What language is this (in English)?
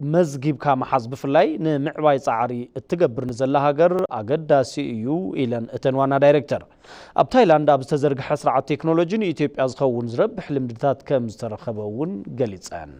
Tigrinya